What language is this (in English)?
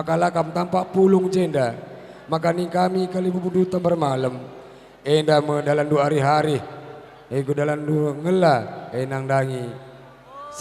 Batak Karo